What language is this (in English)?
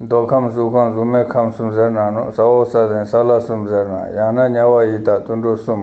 Ladakhi